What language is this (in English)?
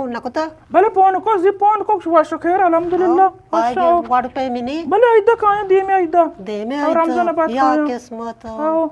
Eastern Balochi